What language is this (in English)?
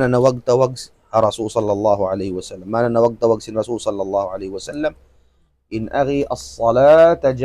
Tausug